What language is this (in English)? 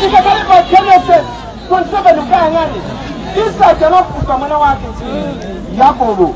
Nyanja